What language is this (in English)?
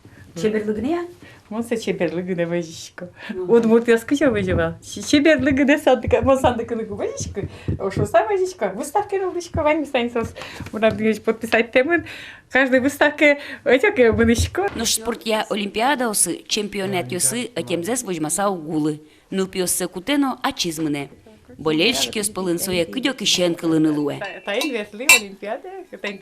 Udmurt